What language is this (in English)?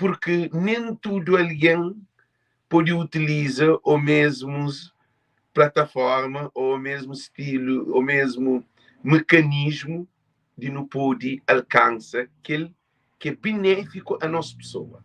Kabuverdianu